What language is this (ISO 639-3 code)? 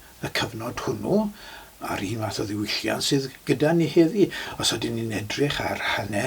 cym